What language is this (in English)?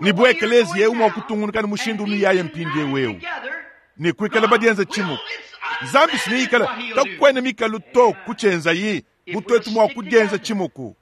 Luba-Lulua